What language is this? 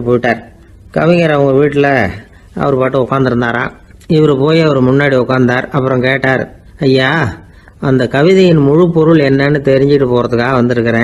Tamil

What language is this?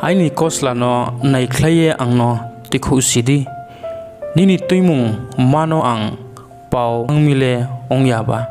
Riang (India)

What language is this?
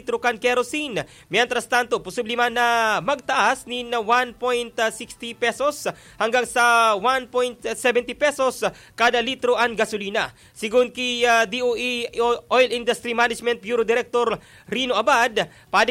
Bikol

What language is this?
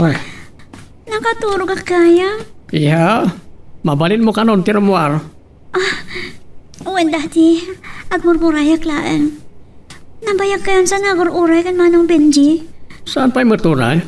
Iloko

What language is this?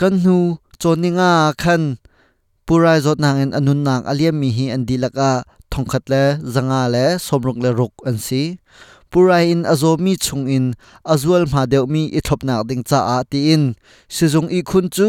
Hakha Chin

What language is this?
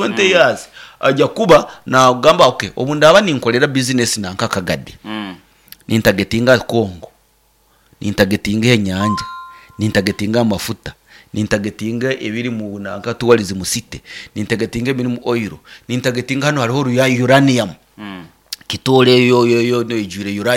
Nyankole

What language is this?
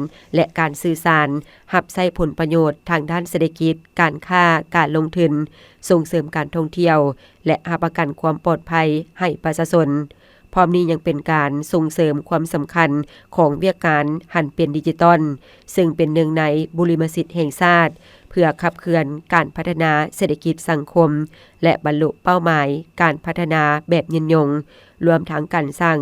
Lao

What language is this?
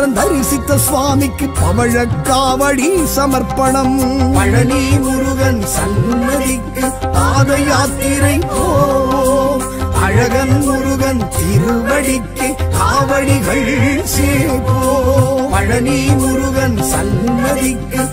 Tamil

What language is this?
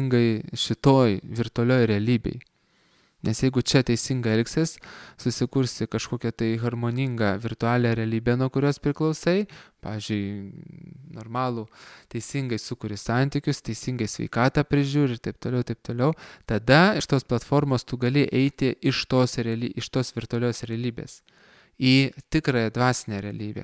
Lithuanian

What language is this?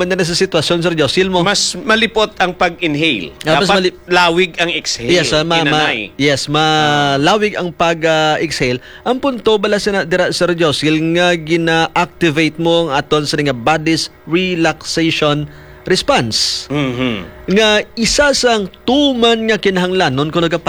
Hiligaynon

